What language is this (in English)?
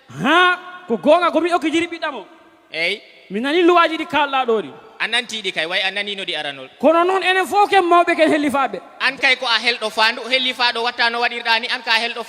Fula